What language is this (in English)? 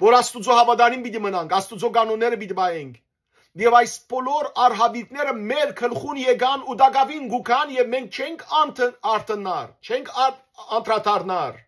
Western Armenian